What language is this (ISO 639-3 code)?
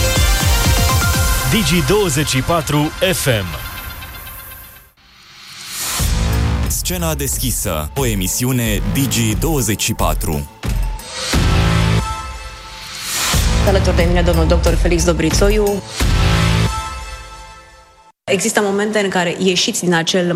ron